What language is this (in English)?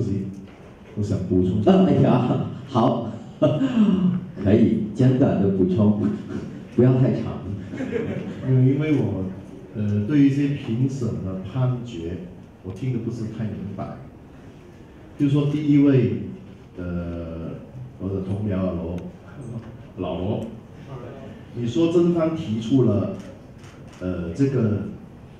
Chinese